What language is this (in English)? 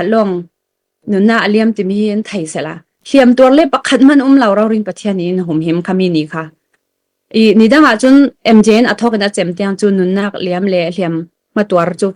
Falam Chin